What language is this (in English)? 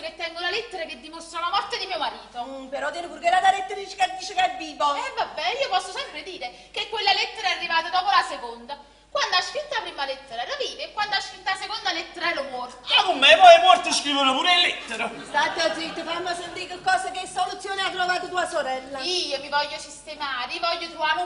Neapolitan